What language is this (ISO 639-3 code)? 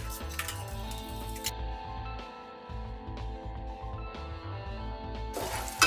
tel